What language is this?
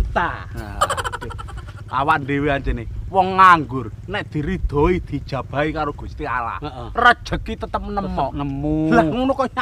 Javanese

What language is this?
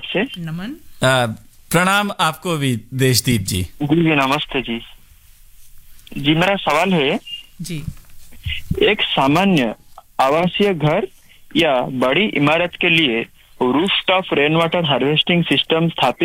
Hindi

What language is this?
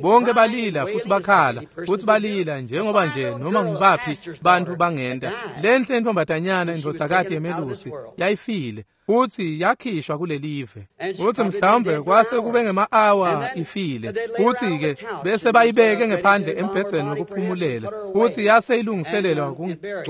Swati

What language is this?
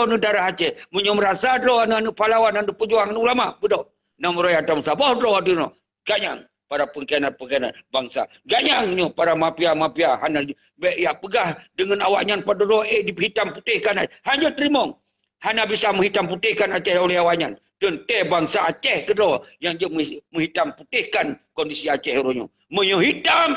Achinese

